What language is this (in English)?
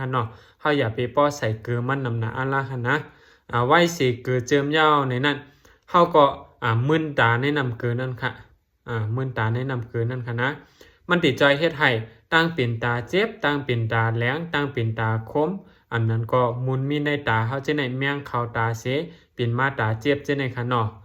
Shan